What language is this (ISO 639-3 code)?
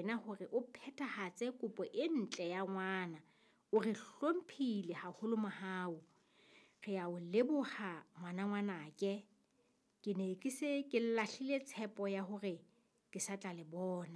sot